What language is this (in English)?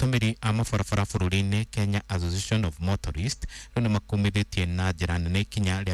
Kikuyu